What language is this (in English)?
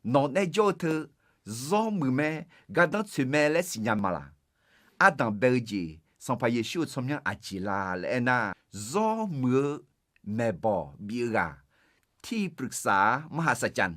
Akha